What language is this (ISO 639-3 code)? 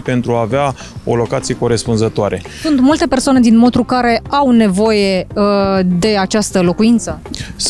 ron